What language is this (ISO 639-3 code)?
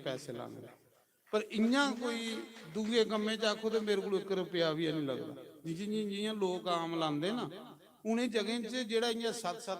doi